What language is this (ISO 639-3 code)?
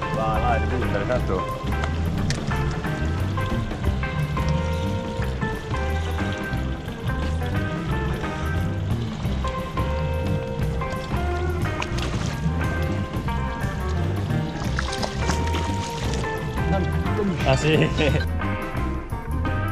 ita